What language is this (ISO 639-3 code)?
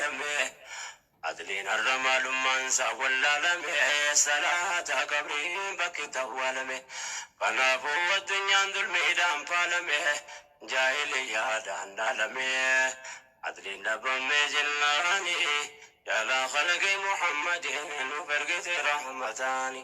orm